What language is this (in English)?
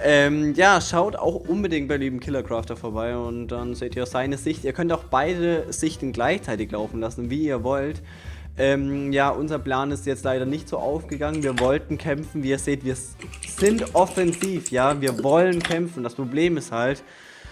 German